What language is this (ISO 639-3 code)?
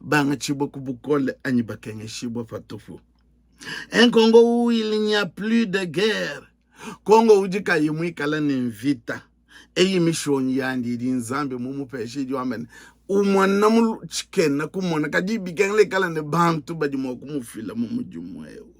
lua